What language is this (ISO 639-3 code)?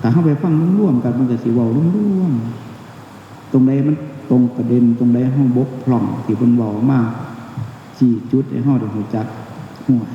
tts